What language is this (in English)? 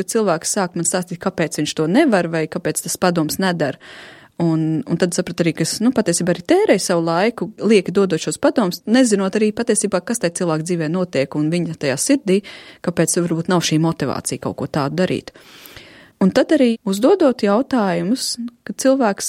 Latvian